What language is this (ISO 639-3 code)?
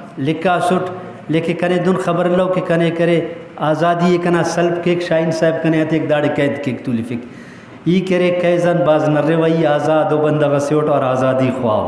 brh